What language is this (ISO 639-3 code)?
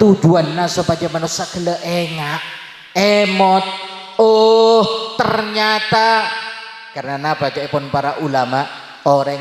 mad